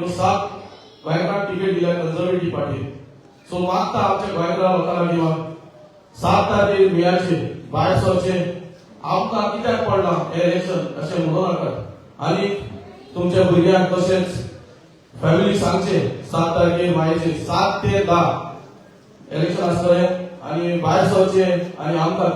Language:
Konkani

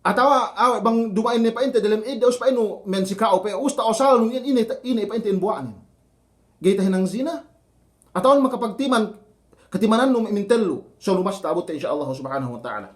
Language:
Yakan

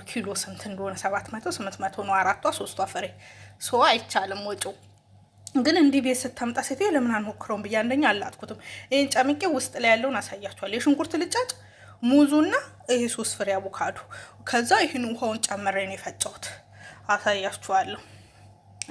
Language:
Amharic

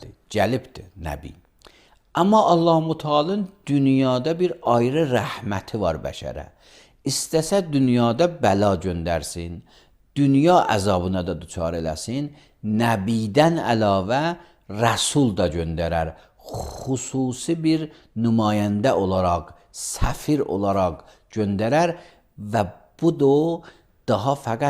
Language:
Azerbaijani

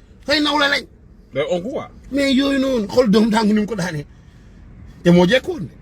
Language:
Wolof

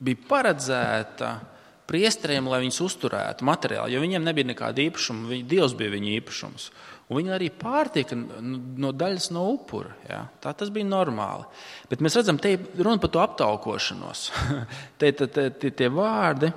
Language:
Latvian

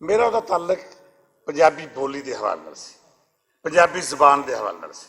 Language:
Western Panjabi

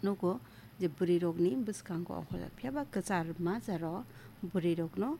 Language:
Kok Borok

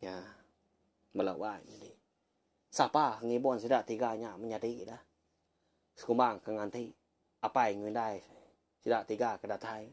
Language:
Iban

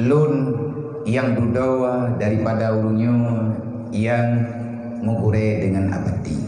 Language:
Achinese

